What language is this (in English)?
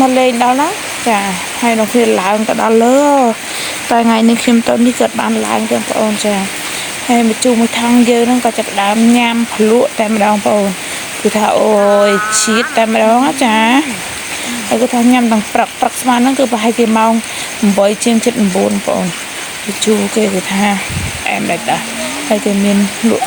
Khmer